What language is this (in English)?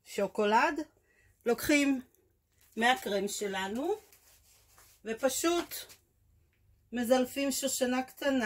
Hebrew